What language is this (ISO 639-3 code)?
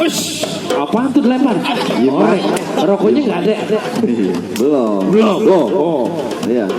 bew